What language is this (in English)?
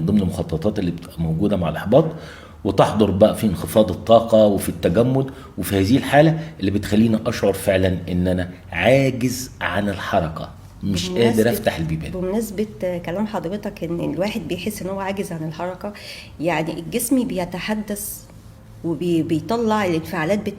Egyptian Arabic